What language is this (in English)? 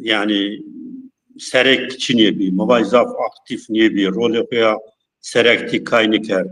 Zaza